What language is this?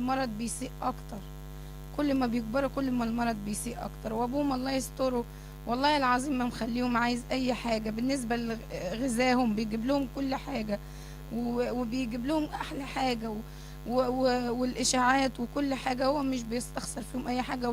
Egyptian Arabic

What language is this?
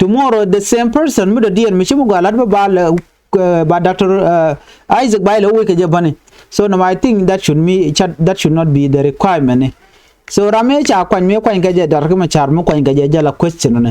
Nuer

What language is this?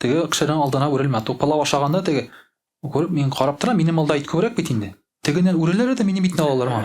Tatar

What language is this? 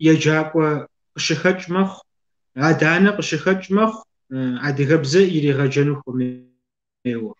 Kabardian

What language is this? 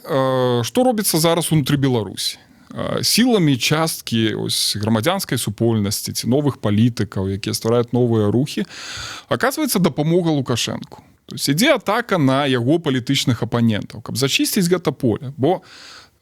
Belarusian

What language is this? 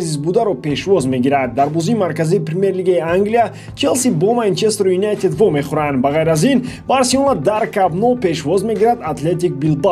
Tajik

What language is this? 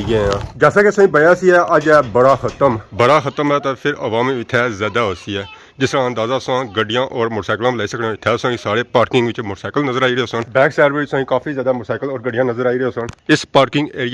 Pahari-Potwari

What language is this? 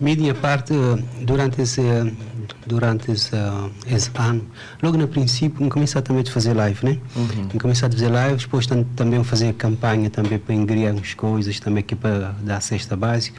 Kabuverdianu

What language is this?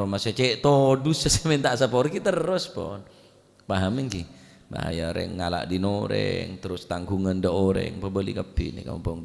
Madurese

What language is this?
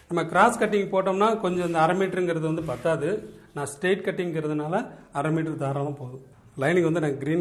Tamil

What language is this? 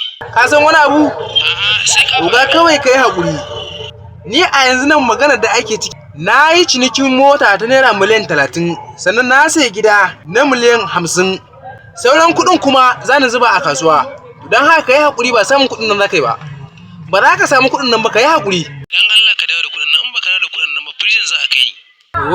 Hausa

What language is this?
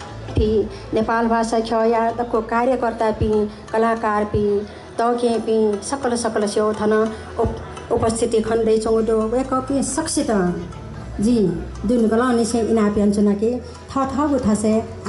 Newari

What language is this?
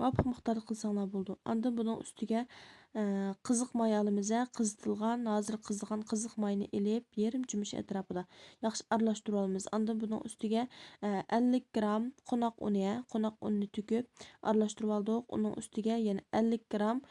Uyghur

